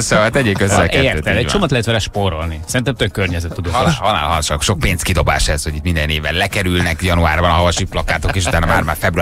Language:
Hungarian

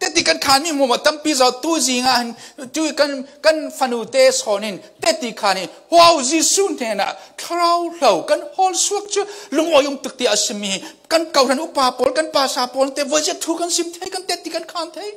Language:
Falam Chin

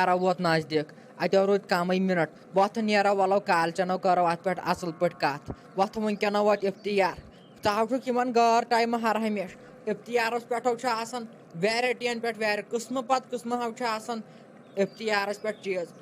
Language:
Kashmiri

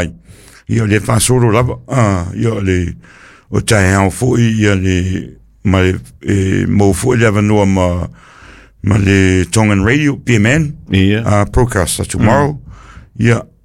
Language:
Samoan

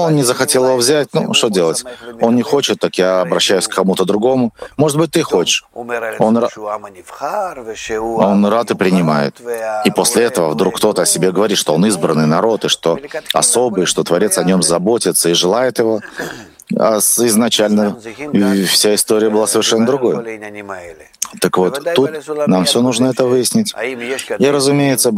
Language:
Russian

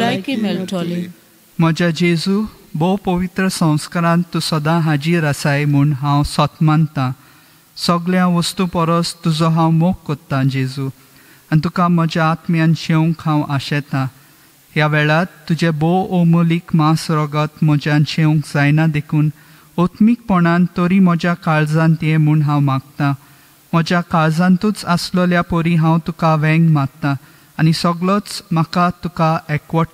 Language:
Konkani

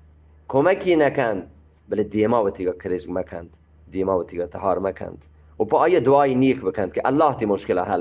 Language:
Eastern Balochi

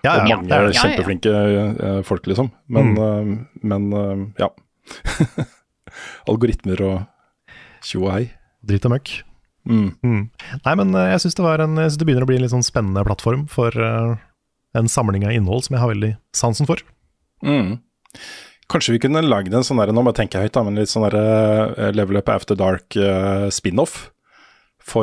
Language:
Norwegian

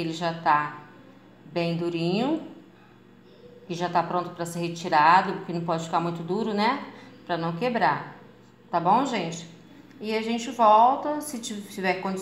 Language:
Portuguese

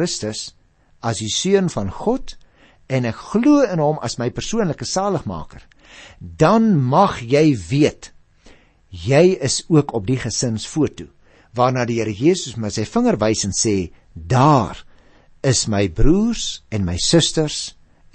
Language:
Afrikaans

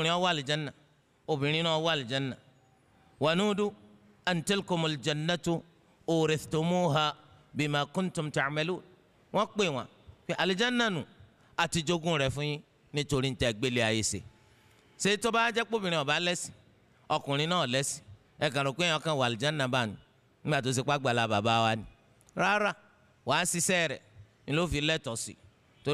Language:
Yoruba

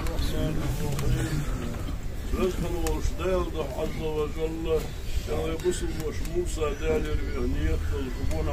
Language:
Ingush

